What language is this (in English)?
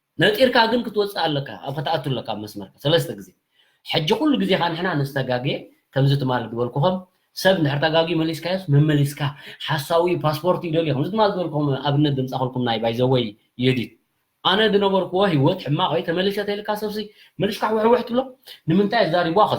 Tigrinya